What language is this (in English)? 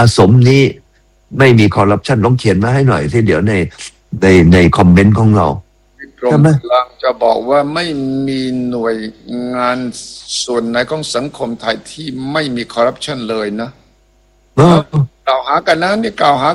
Thai